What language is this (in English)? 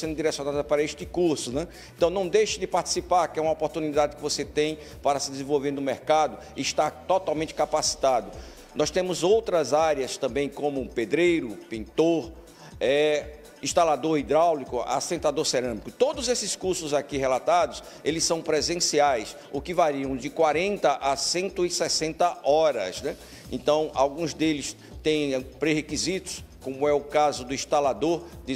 Portuguese